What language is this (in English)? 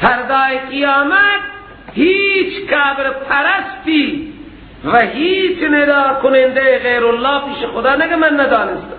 Persian